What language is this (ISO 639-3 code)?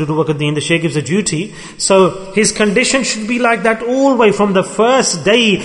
eng